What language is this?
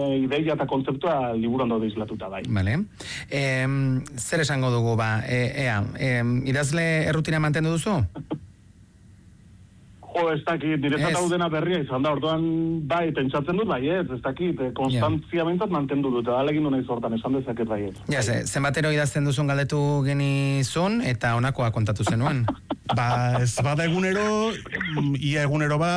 Basque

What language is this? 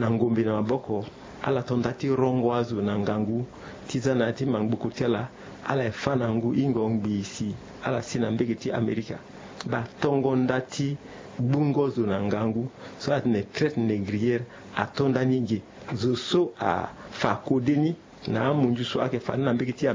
Sango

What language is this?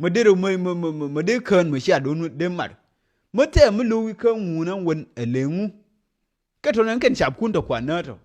Nuer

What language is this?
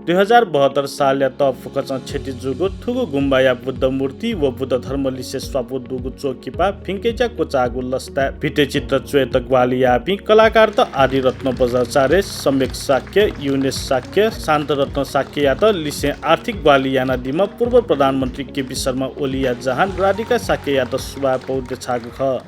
Newari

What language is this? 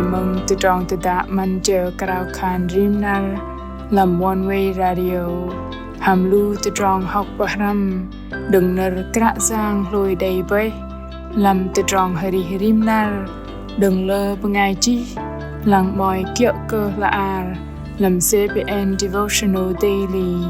Bahnar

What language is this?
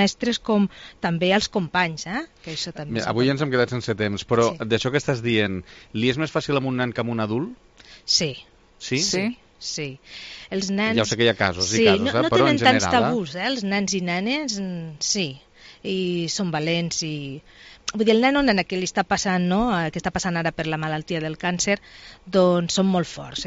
Catalan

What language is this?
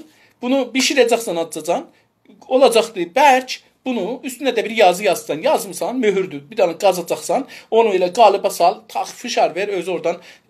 South Azerbaijani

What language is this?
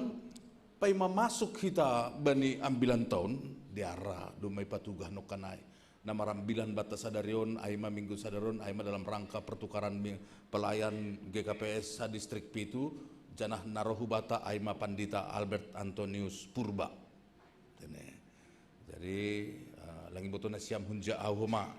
Batak Simalungun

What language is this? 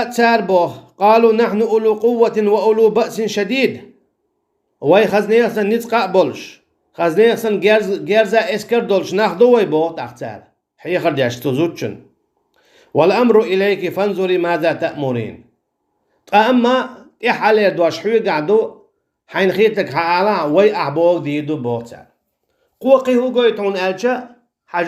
Chechen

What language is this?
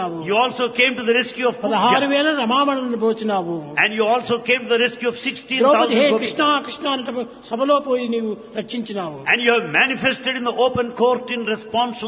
Telugu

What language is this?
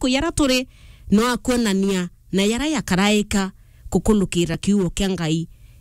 Meru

